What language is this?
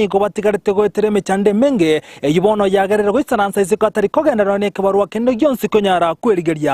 Gusii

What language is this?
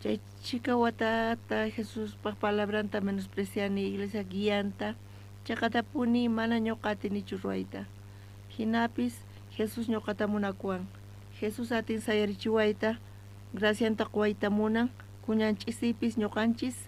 South Bolivian Quechua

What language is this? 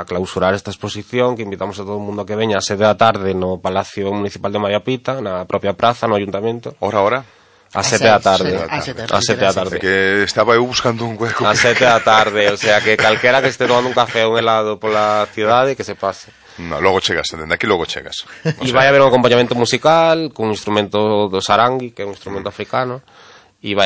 Galician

